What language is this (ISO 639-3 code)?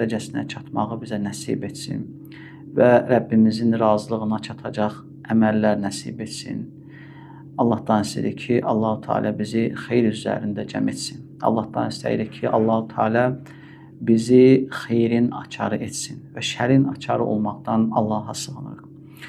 aze